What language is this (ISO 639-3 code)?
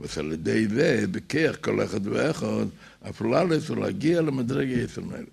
yid